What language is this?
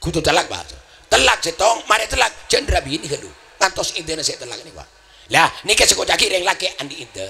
Madurese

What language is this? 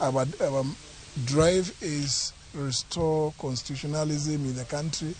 Luo (Kenya and Tanzania)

